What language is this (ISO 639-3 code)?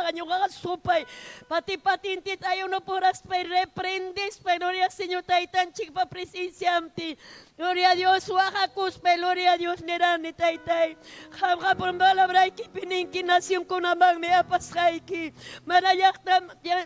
quy